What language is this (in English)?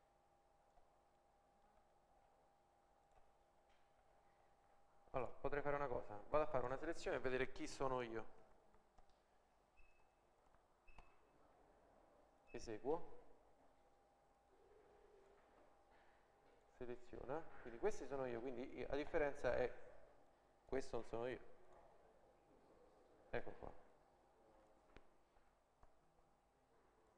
Italian